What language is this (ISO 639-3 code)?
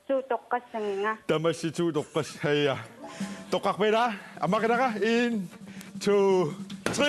kal